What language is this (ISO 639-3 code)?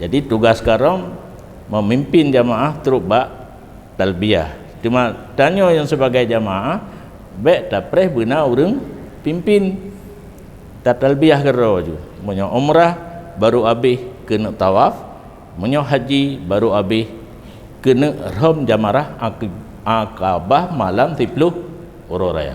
ace